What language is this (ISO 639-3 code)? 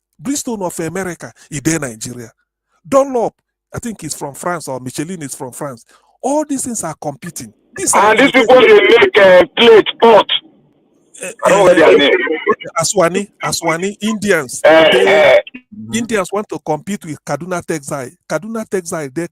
pcm